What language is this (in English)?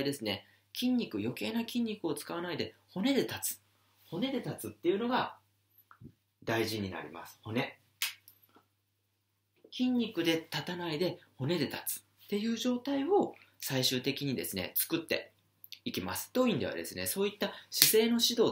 Japanese